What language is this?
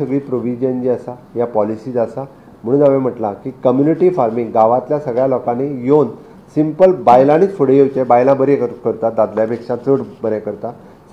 Konkani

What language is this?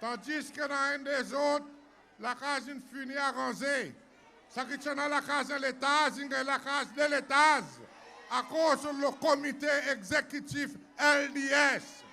Seselwa Creole French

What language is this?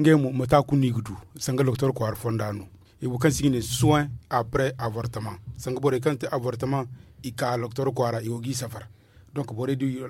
Zarma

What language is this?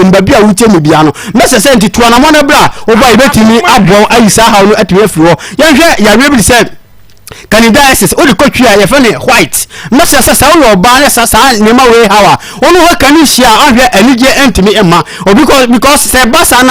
Akan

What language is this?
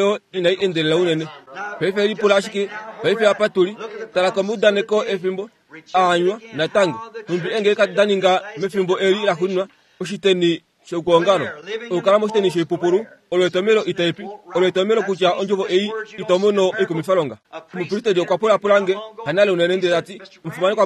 Kuanyama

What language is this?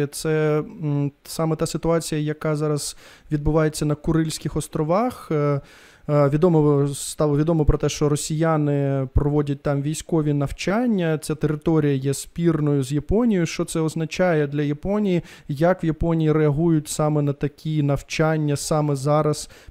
Ukrainian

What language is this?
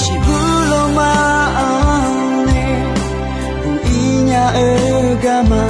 Akha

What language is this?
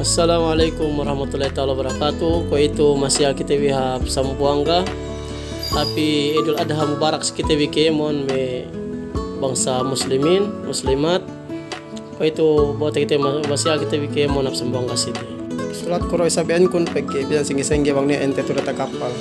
Yakan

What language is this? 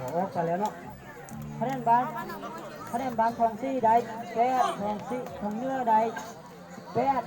Lao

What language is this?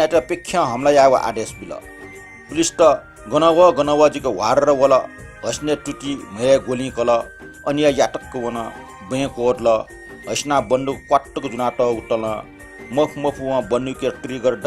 Newari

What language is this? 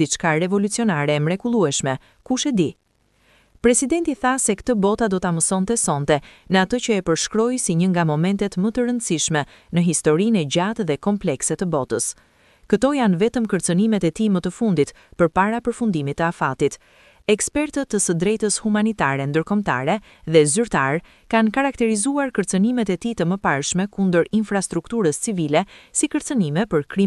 Albanian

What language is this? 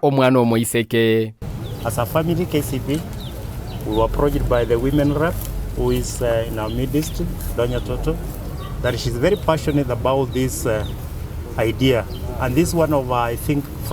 Gusii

